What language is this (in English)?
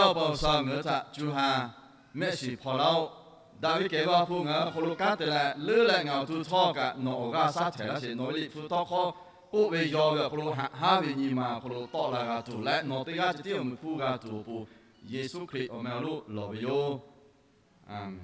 Lahu